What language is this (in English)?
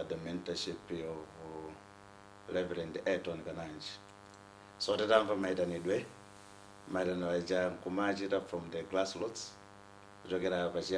Nyanja